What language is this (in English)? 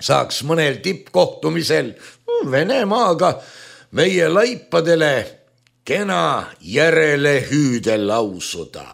Estonian